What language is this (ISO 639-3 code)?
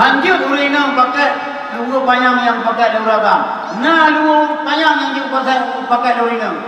ace